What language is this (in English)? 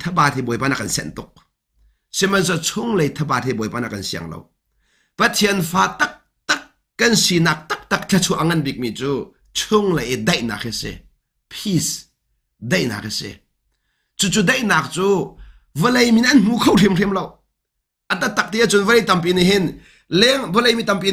Hakha Chin